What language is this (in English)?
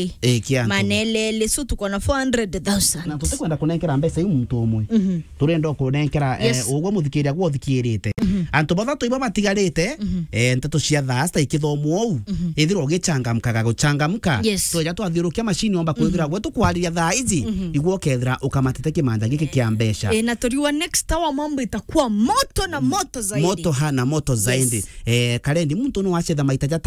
Meru